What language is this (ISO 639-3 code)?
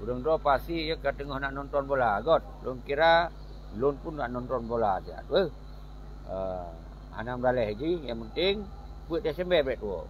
ace